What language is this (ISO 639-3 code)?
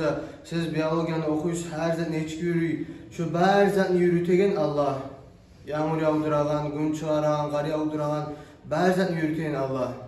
kum